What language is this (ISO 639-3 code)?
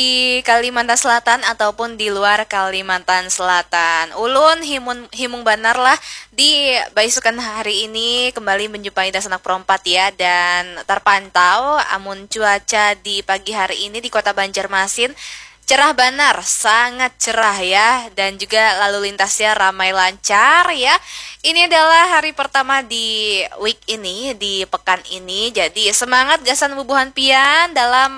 bjn